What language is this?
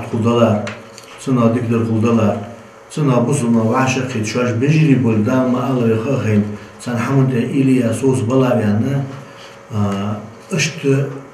Ingush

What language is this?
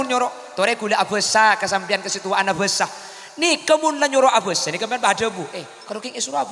Madurese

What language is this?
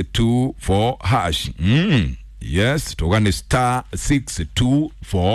Kikuyu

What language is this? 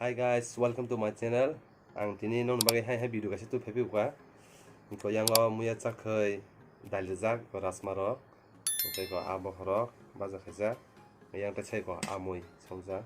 Kok Borok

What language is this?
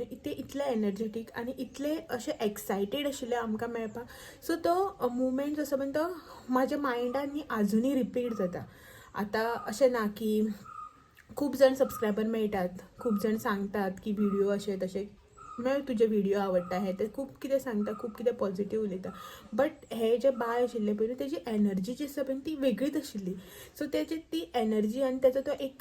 Konkani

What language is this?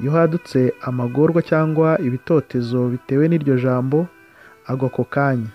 Kinyarwanda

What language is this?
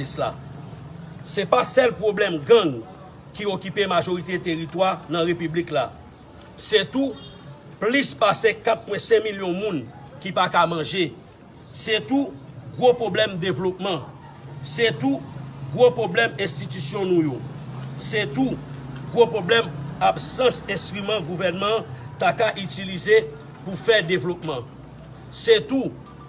Haitian Creole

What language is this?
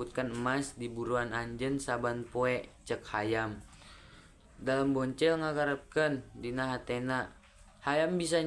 Sundanese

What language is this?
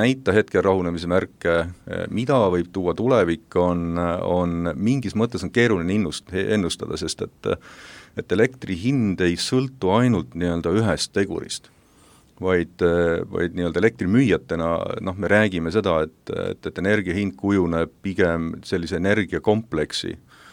Estonian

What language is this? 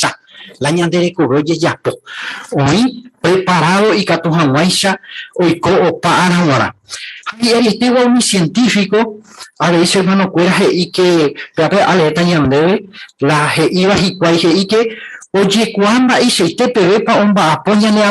Guarani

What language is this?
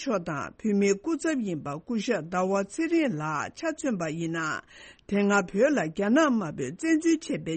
Tibetan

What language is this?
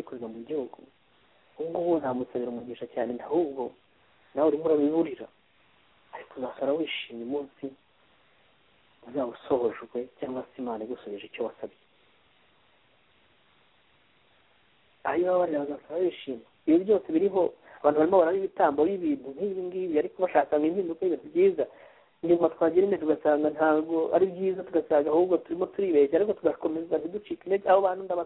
Kinyarwanda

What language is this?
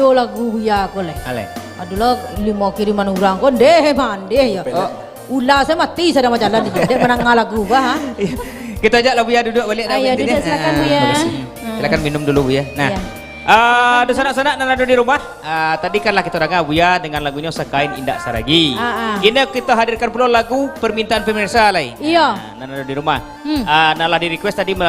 Minangkabau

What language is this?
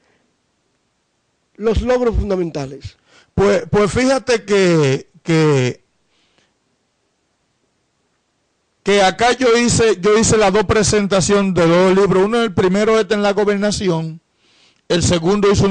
Spanish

